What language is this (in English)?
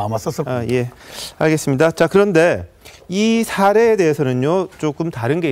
Korean